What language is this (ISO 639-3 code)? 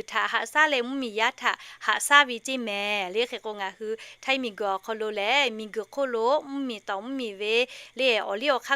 lhu